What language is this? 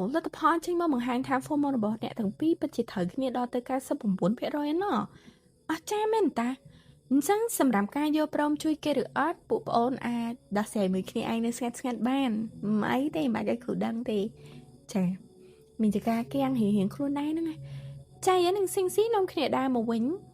Khmer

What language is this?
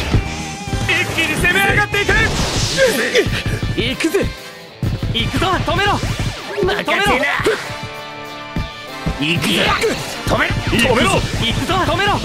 Japanese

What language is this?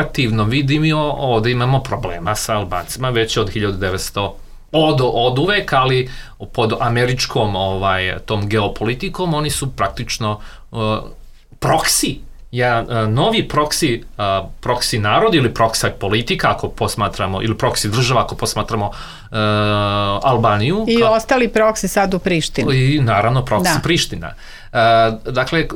Serbian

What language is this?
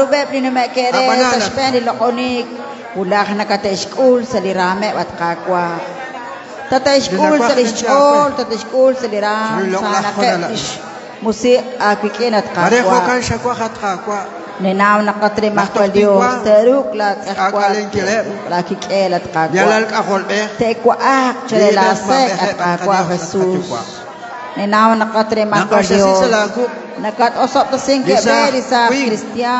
Kekchí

